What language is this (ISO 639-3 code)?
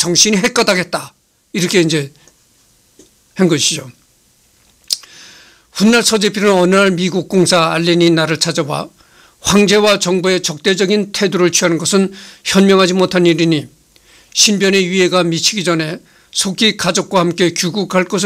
kor